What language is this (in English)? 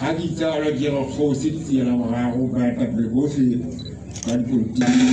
Southern Sotho